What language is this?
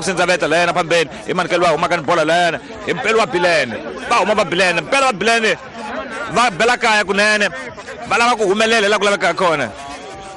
Tsonga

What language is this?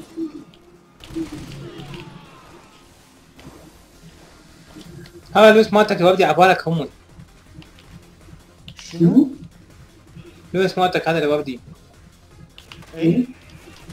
Mesopotamian Arabic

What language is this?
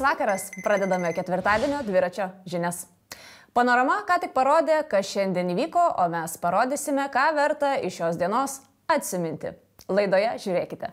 Lithuanian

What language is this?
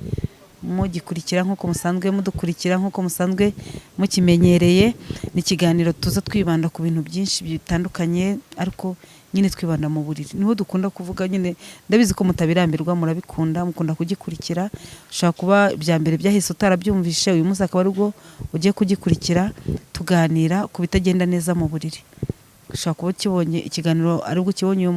Kinyarwanda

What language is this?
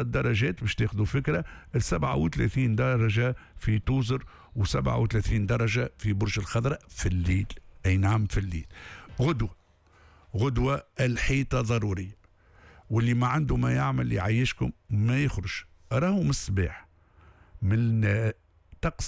Tunisian Arabic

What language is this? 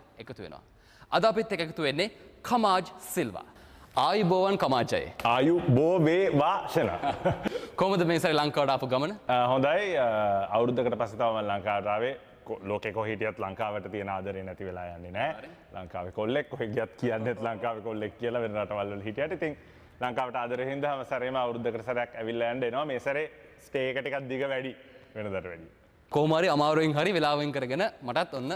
Sinhala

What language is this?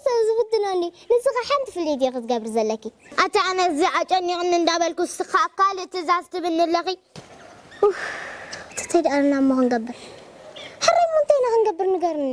Tigrinya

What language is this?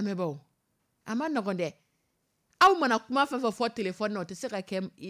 Dyula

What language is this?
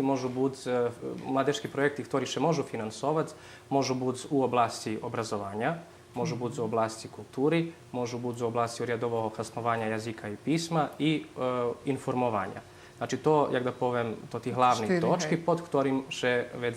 Rusyn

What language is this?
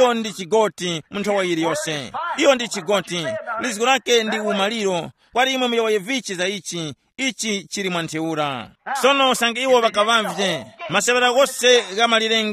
Tumbuka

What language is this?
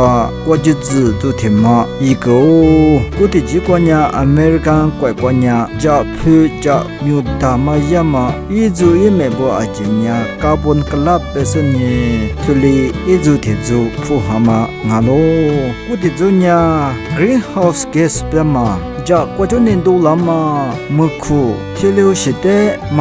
Lisu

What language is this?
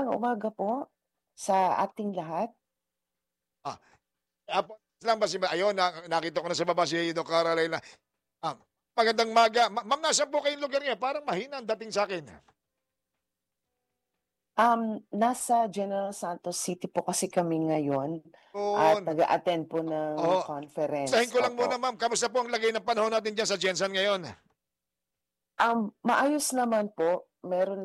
Filipino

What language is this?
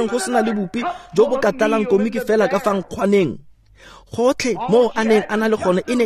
Tswana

